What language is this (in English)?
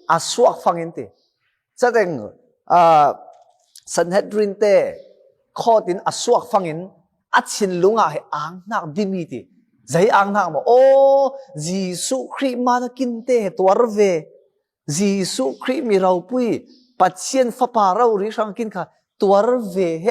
Falam Chin